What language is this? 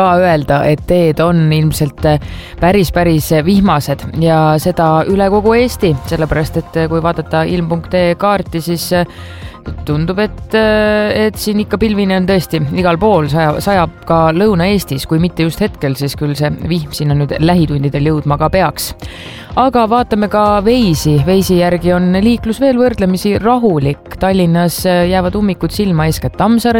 Estonian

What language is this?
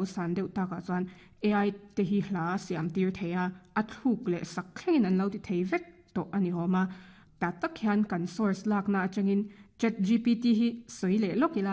Mizo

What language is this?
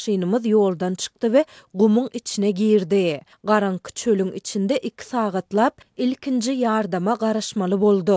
Turkmen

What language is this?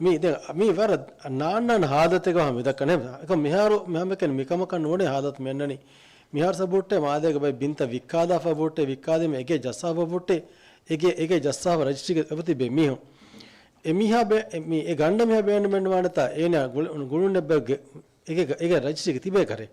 Divehi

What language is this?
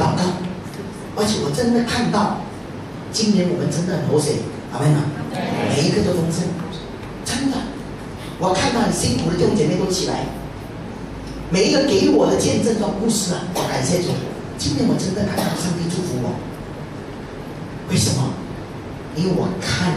Chinese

